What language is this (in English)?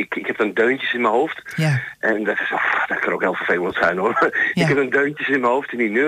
Dutch